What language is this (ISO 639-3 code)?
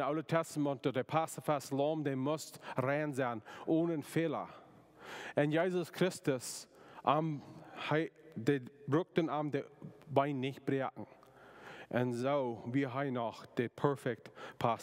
pdt